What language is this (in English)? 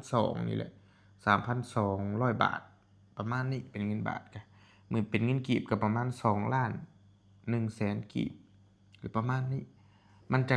Northeastern Thai